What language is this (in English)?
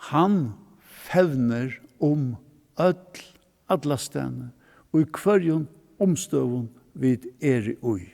Faroese